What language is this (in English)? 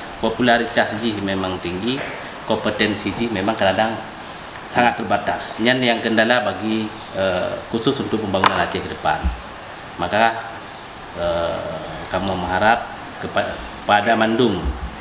Achinese